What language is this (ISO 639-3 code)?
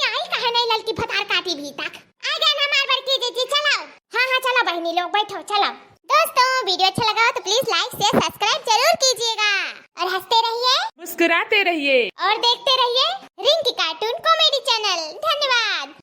awa